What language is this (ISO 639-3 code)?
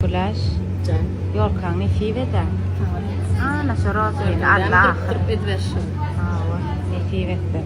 tuk